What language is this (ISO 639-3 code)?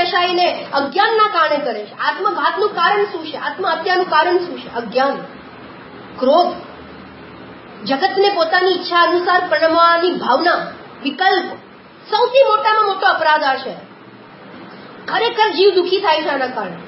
guj